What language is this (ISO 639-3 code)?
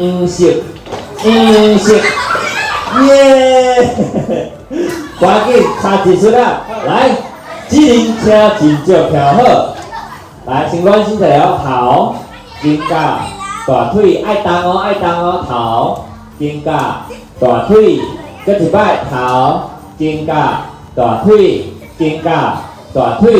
nan